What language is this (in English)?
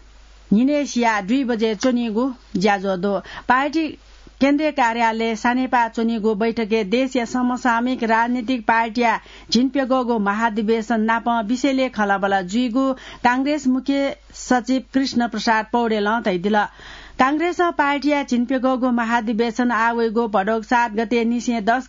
Newari